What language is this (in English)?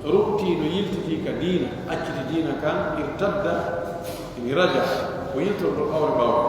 Pular